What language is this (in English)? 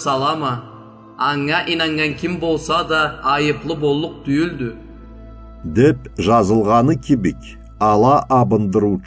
Karachay-Balkar